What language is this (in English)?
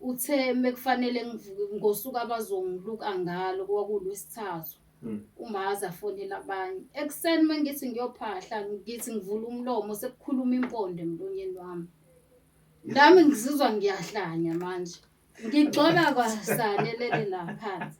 Zulu